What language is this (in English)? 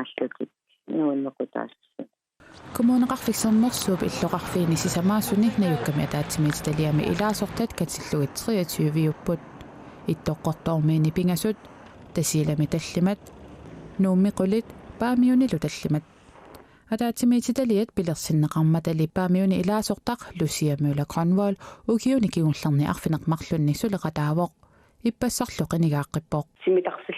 Kalaallisut